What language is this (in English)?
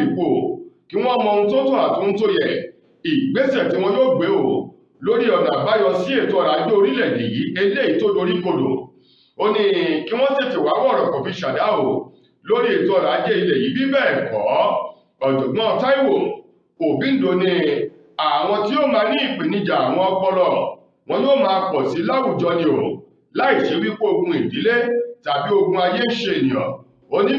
Yoruba